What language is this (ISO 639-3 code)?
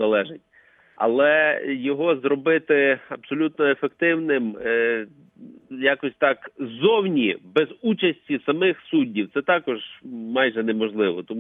ukr